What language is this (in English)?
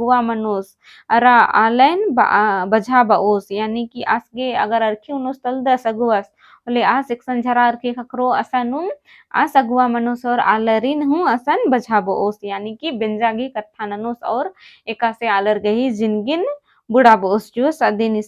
Kurukh